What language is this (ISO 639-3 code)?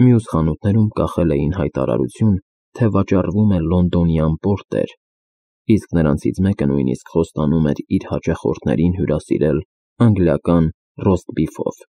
hye